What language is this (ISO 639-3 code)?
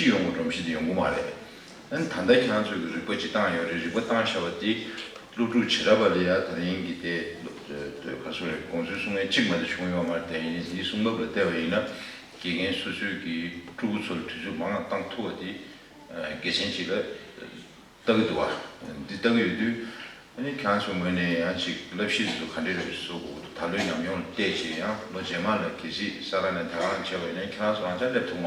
bod